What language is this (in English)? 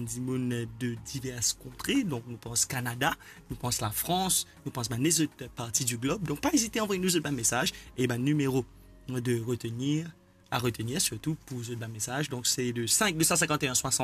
Morisyen